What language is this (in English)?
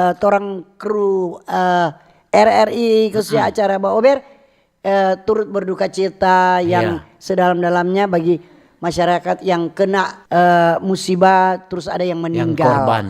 Manado Malay